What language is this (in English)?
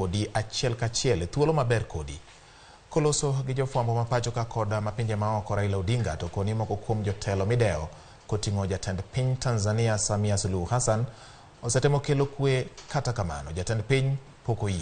Luo (Kenya and Tanzania)